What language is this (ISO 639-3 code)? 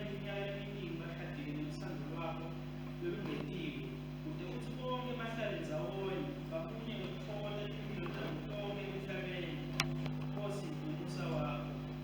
ssw